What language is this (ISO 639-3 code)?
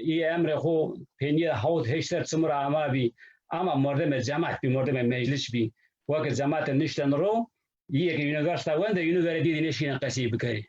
zza